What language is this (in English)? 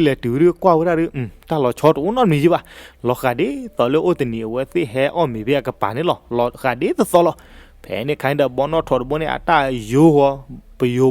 S'gaw Karen